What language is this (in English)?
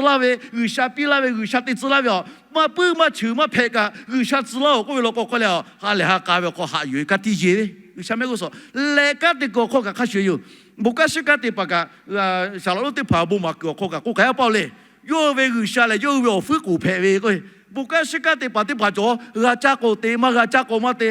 Lahu